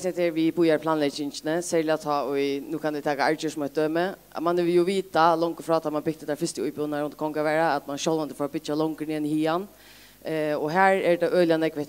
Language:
Faroese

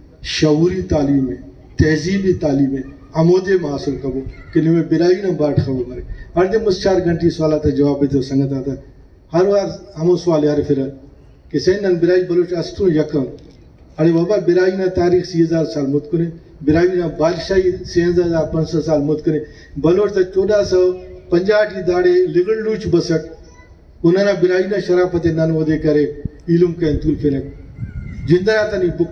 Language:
Brahui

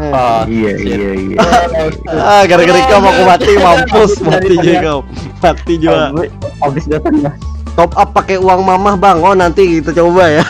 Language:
Banjar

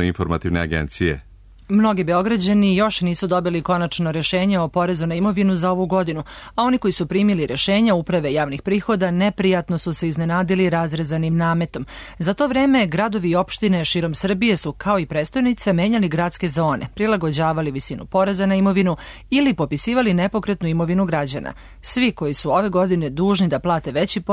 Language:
Serbian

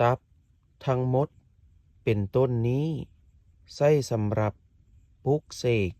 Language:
Lao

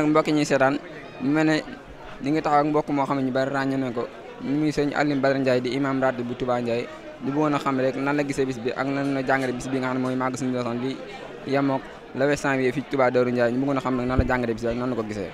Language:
Wolof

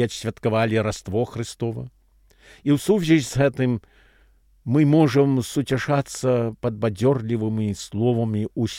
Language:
Belarusian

